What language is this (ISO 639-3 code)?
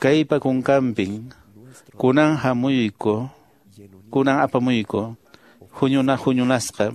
que